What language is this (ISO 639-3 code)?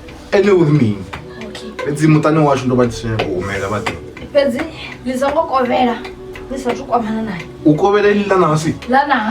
ven